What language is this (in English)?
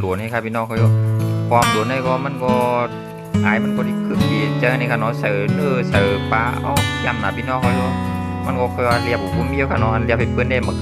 Shan